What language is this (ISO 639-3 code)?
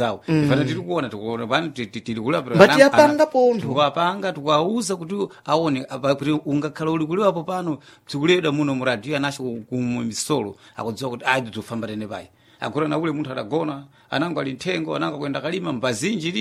seh